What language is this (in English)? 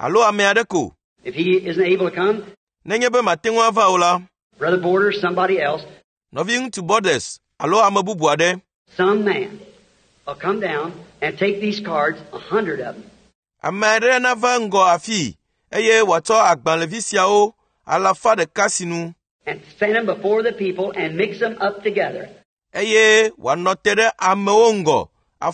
Ewe